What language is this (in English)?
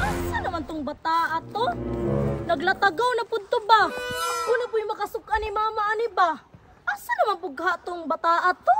Cebuano